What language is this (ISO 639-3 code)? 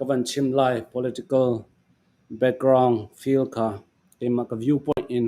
cnh